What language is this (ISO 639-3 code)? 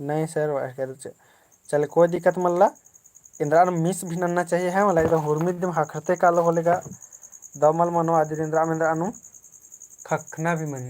kru